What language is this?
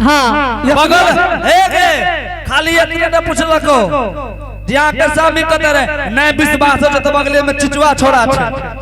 Angika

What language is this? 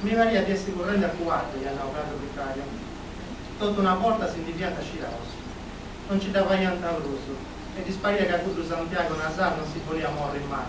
Sardinian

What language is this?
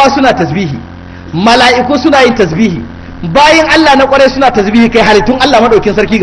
Hausa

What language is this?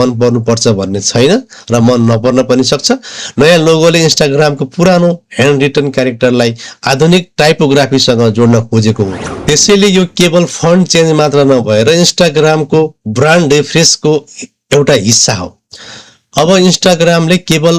Nepali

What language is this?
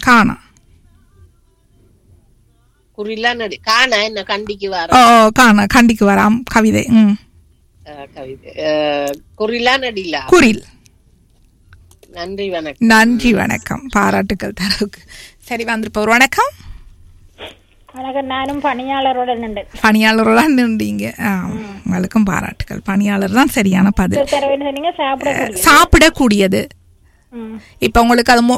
Tamil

